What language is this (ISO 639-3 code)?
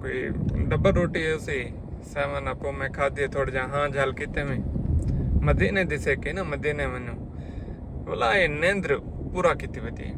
skr